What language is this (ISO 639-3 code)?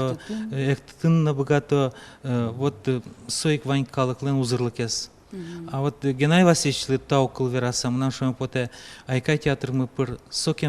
udm